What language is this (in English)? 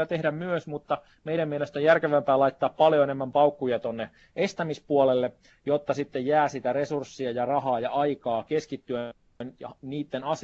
Finnish